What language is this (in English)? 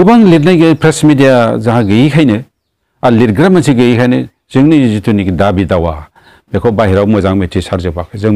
Bodo